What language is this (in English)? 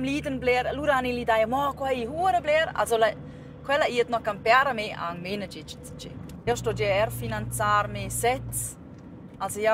Romansh